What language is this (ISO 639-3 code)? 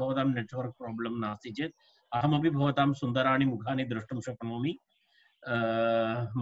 san